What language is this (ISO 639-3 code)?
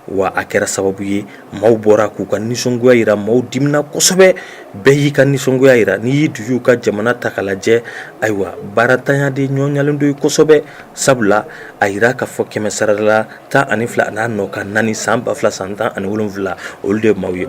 bam